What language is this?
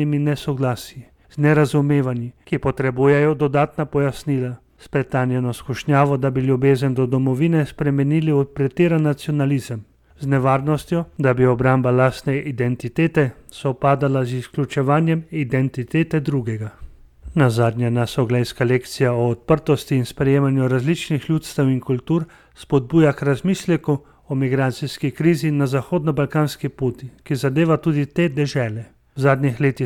Slovenian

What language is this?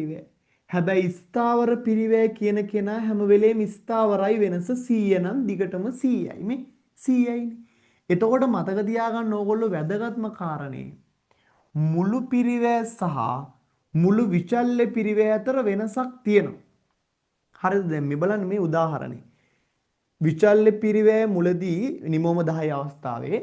Sinhala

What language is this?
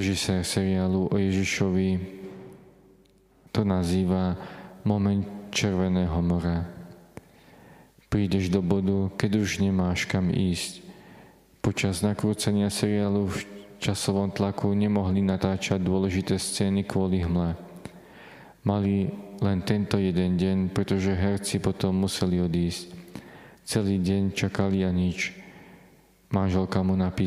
Slovak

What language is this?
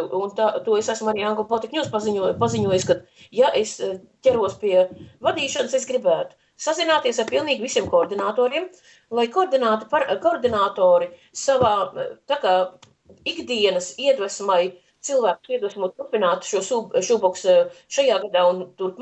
Latvian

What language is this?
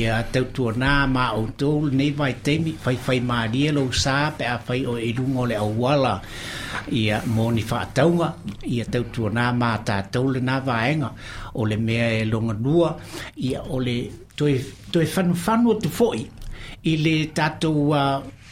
Samoan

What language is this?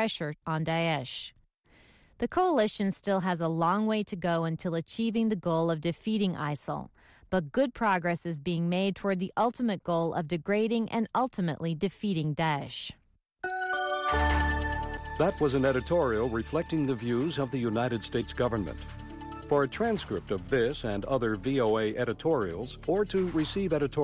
English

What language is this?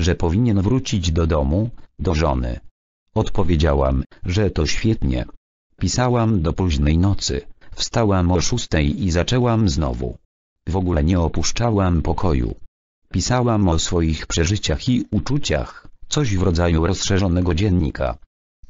Polish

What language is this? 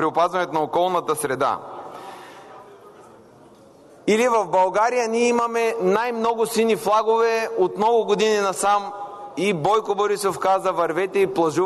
Bulgarian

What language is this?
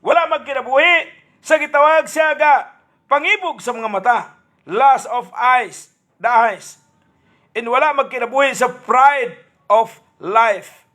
Cebuano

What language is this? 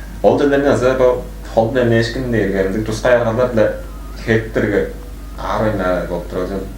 Tuvinian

